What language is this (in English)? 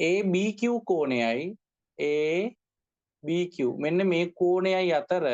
Sinhala